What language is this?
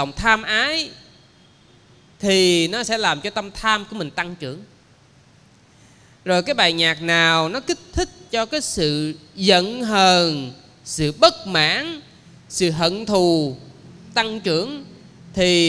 Vietnamese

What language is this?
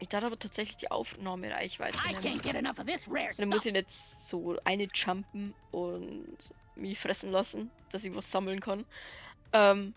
Bavarian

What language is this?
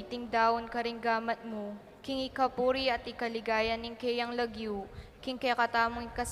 Pampanga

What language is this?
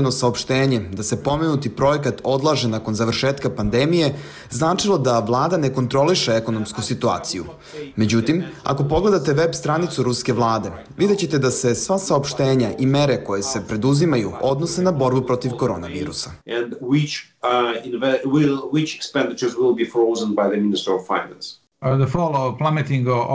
Bosnian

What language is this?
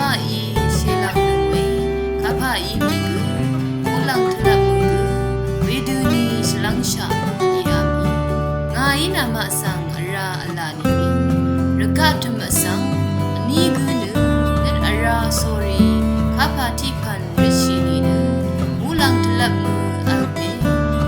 Rawang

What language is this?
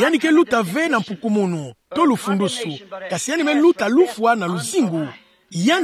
Kituba (Democratic Republic of Congo)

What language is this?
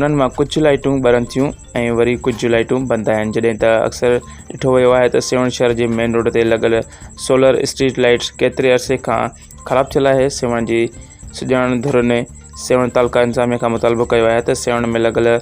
Sindhi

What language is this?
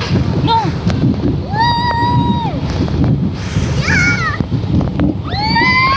Filipino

